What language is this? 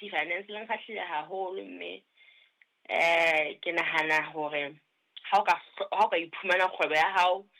Southern Sotho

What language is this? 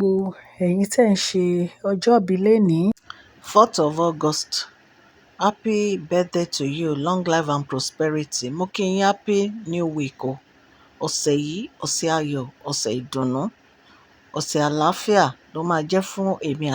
Yoruba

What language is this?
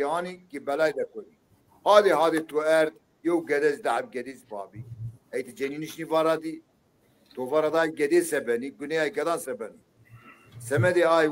Zaza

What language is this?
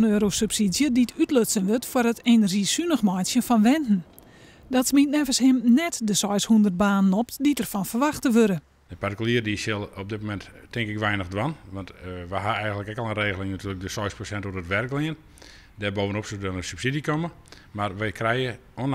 Western Frisian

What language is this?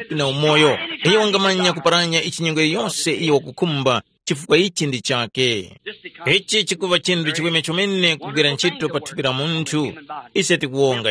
Tumbuka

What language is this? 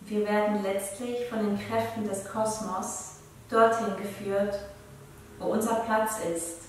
Swiss German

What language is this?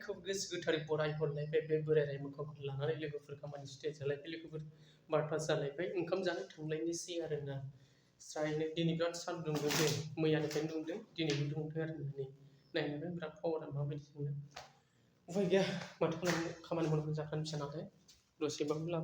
Bodo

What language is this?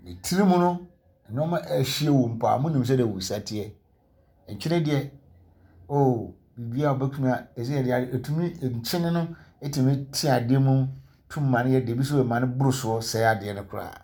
Akan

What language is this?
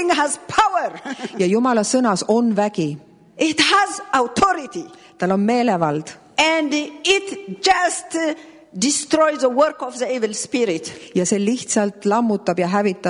Estonian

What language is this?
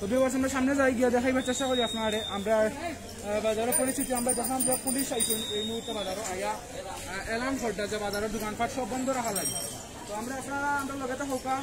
Sylheti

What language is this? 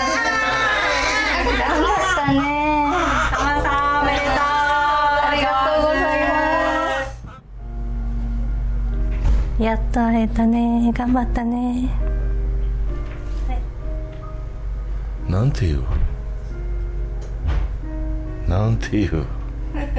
Japanese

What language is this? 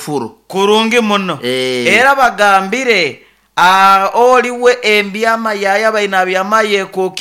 Nyoro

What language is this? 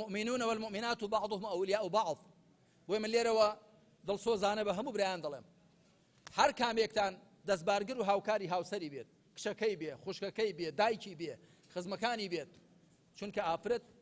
Central Kurdish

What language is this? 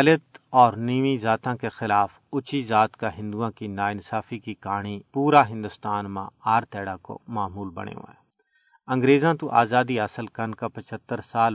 Gujari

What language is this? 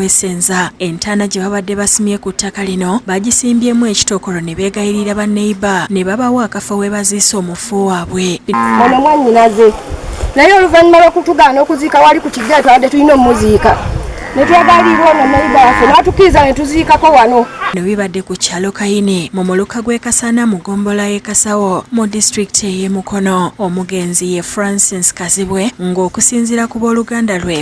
Ganda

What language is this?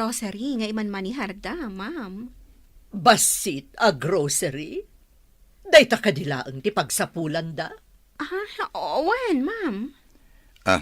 Iloko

